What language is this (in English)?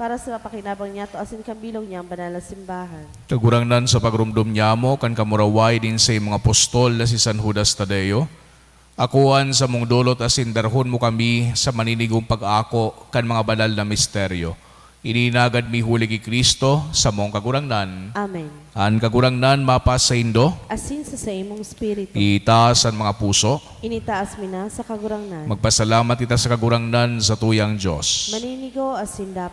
Bikol